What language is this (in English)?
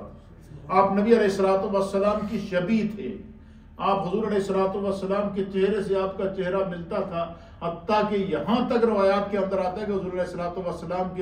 Urdu